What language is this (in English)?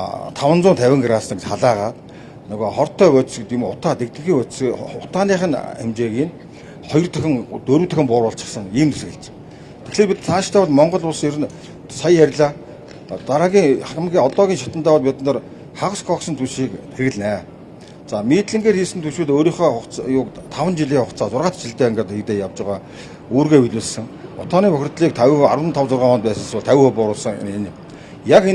Mongolian